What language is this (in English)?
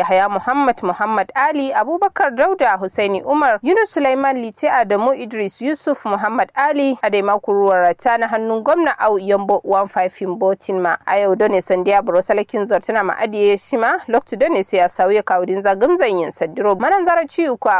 Kanuri